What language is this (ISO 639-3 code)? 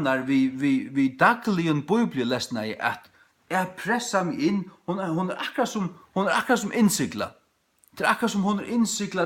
fao